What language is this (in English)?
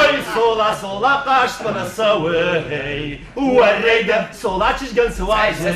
Ossetic